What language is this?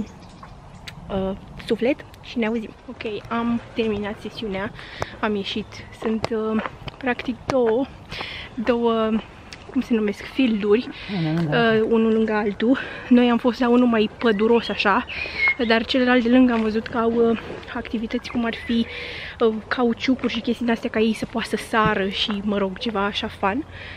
Romanian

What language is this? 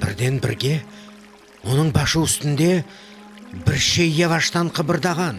Crimean Tatar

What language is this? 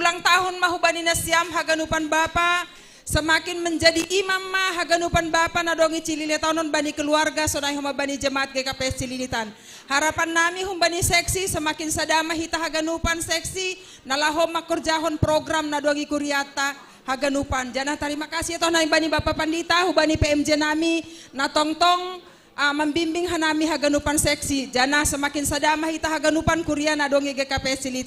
Batak Simalungun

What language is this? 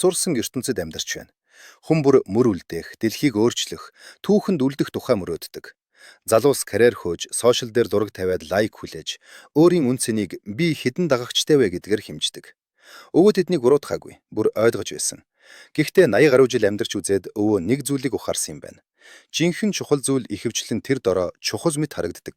Mongolian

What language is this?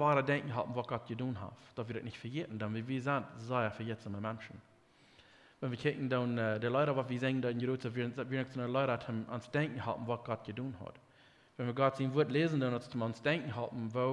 Plautdietsch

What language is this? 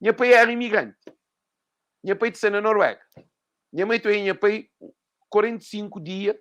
Kabuverdianu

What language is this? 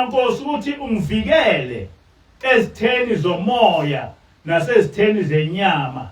Zulu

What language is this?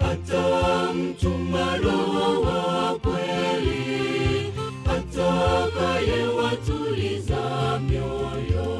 Gusii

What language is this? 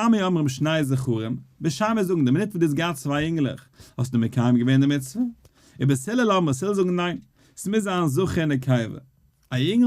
Yiddish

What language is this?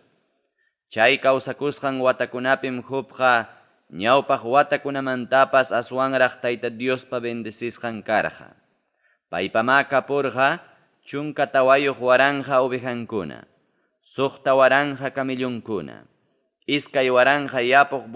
Ayacucho Quechua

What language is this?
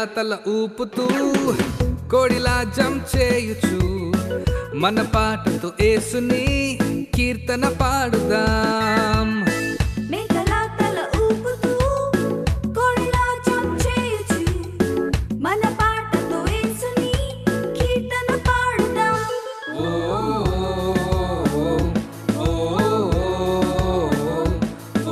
Telugu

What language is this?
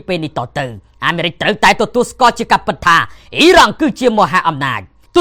Khmer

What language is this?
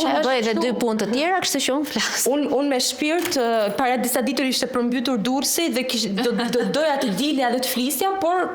Albanian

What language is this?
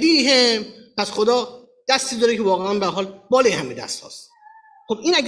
Persian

